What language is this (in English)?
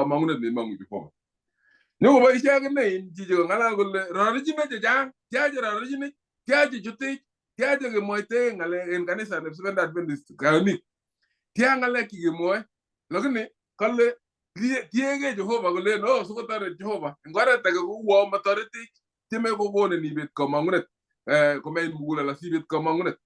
Kalenjin